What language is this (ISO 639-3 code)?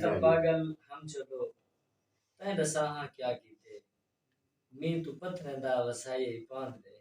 skr